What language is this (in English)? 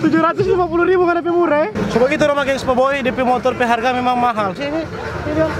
Manado Malay